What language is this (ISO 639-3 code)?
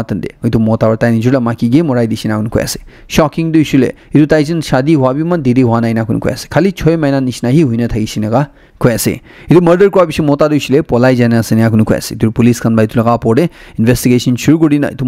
nag